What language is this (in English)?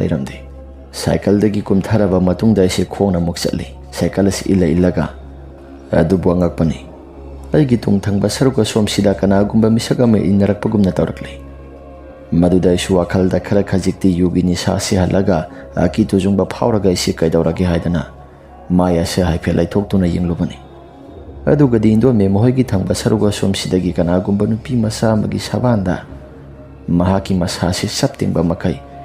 Manipuri